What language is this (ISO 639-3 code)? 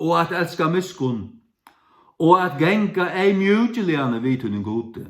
fao